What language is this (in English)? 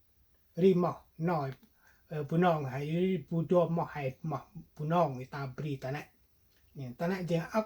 Central Mnong